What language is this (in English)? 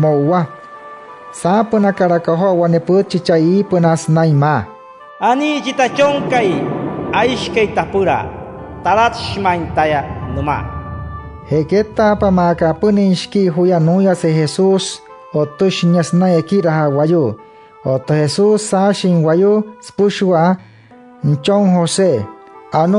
Wayuu